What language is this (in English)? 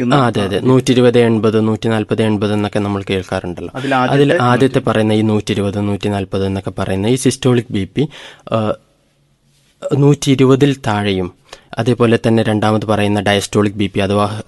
Malayalam